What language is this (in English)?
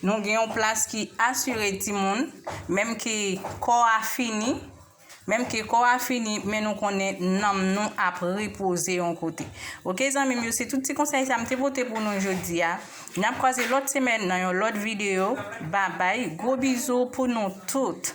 Haitian Creole